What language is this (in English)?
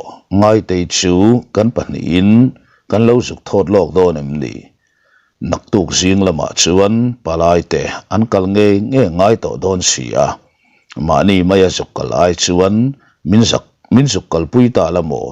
Mizo